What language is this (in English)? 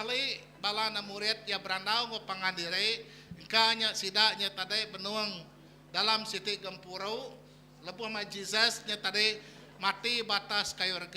Iban